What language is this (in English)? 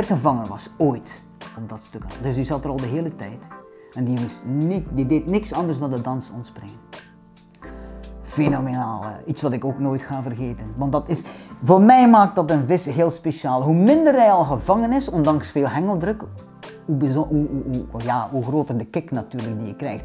Dutch